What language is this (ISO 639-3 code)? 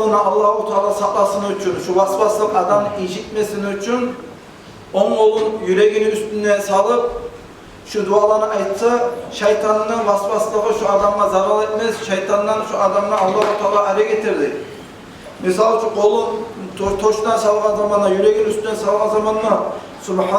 kum